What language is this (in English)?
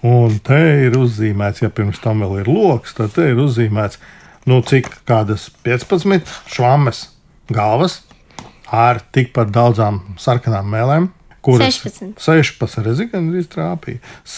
Latvian